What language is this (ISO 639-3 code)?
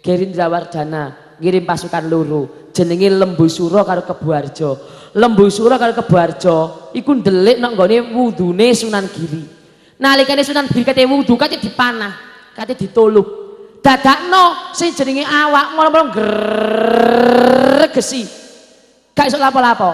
jav